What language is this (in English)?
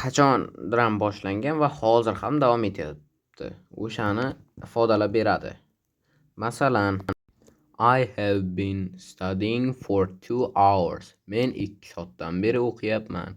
Uzbek